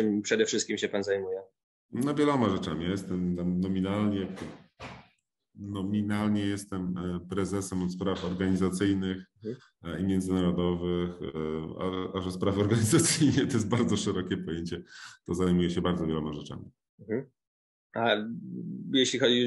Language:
Polish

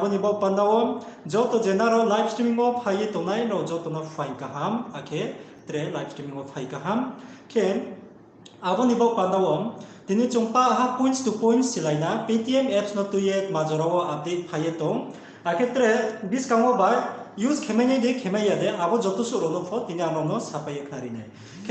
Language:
Riang (India)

